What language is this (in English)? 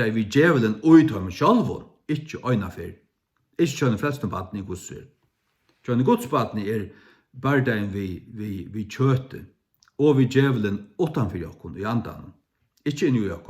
Faroese